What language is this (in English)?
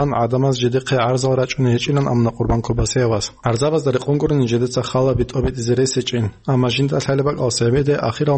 Avaric